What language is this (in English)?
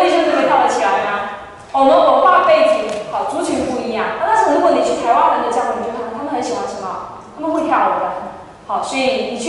Chinese